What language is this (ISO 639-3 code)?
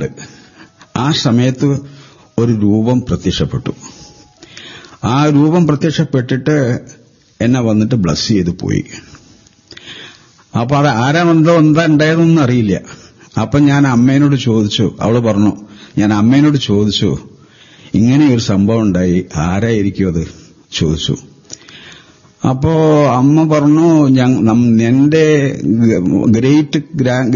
mal